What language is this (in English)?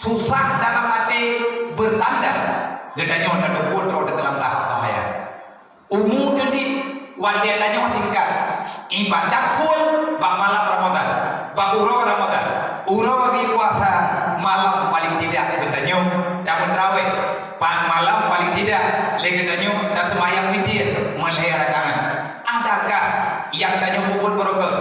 Achinese